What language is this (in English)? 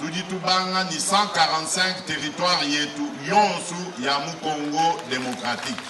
Luba-Lulua